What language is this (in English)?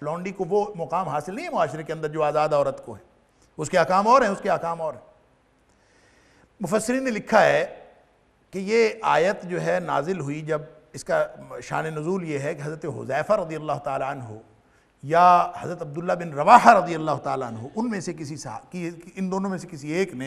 Urdu